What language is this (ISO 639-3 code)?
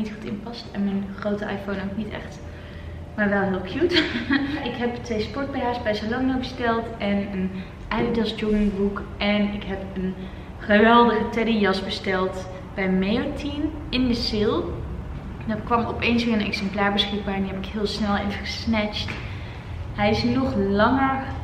nld